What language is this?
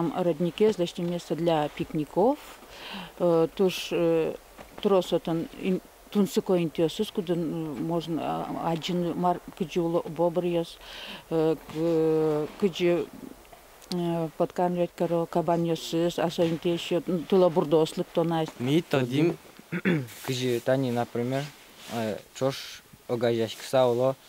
Udmurt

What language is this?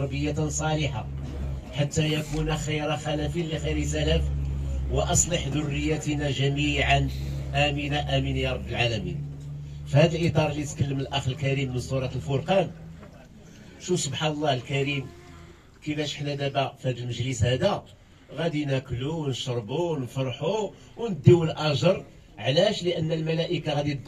Moroccan Arabic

